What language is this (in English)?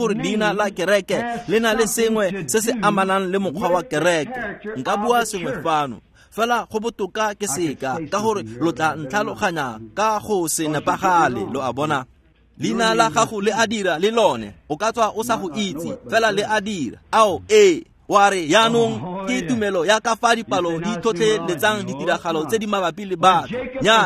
Tswana